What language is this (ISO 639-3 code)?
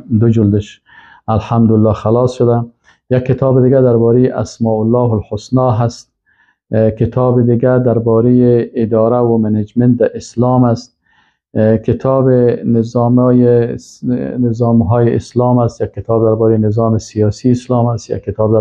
fas